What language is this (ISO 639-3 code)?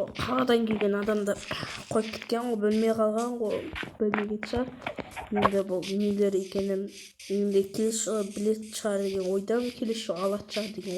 kaz